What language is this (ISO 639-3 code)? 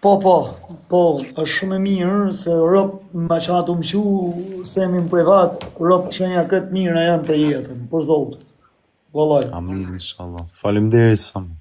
sqi